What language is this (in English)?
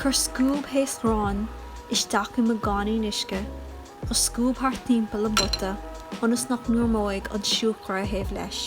Irish